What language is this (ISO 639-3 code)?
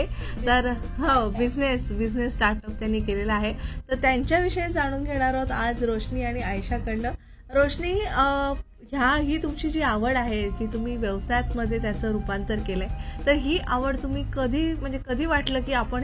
mar